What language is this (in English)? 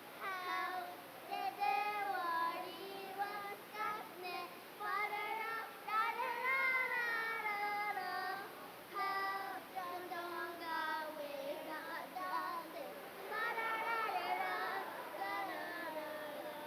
Mohawk